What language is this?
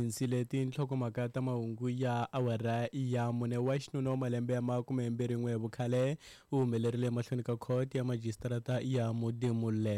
Tsonga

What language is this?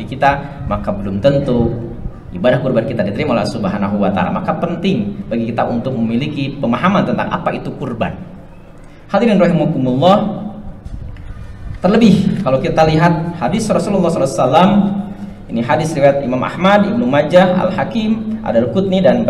Indonesian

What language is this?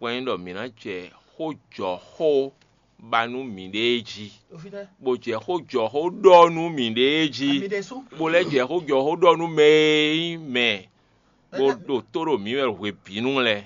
Fon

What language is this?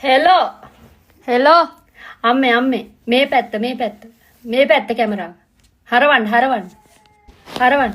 Sinhala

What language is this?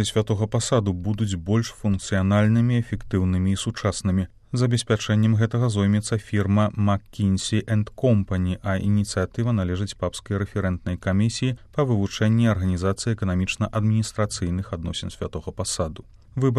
Belarusian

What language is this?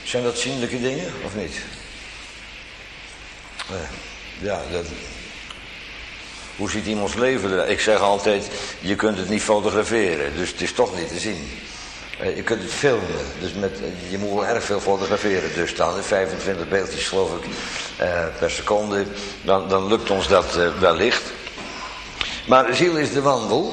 Dutch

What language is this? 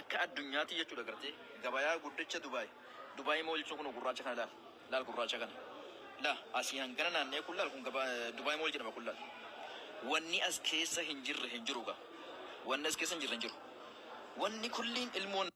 Oromo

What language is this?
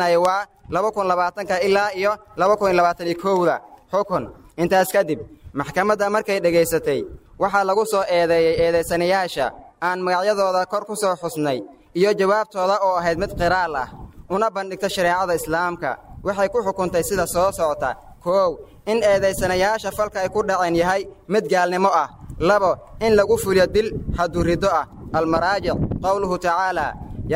Somali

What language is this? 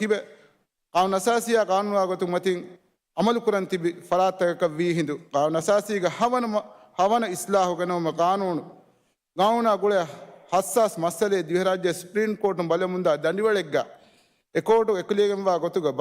Divehi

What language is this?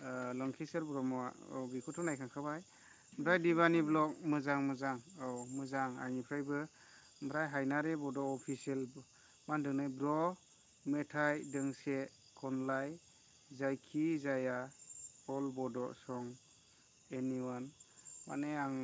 Bodo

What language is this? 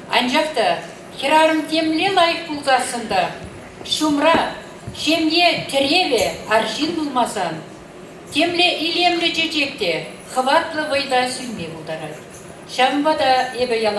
Chuvash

